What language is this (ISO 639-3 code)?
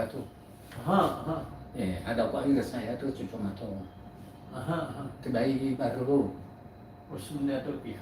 nia